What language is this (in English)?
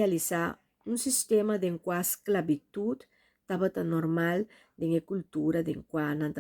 Papiamento